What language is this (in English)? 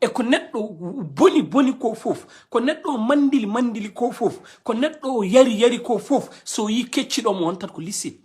Fula